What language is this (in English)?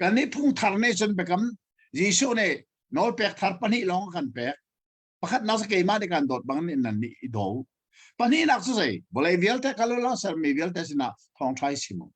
Hakha Chin